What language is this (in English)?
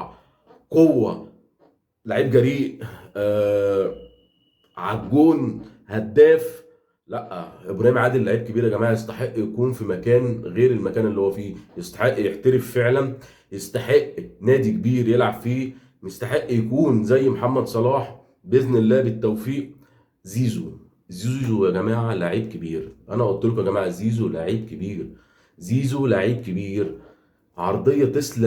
Egyptian Arabic